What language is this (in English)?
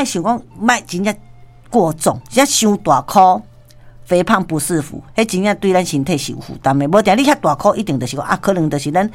Min Nan Chinese